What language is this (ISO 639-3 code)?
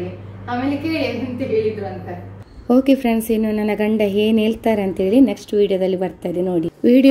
kan